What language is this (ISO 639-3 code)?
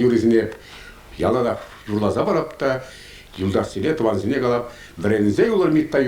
chv